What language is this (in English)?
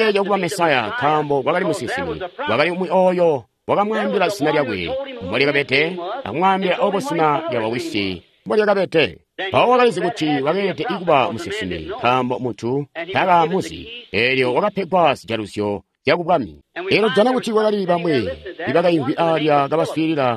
Tonga (Zambia)